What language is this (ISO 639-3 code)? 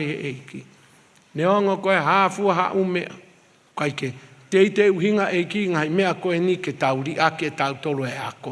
ton